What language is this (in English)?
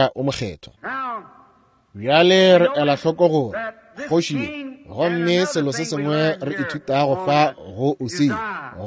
Northern Sotho